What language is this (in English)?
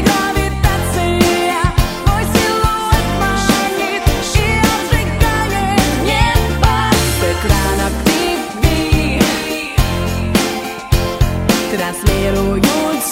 Russian